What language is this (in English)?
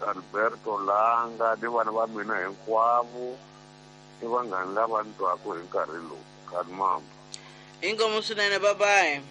Tsonga